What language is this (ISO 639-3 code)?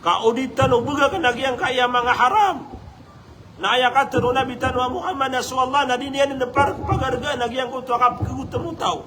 mrw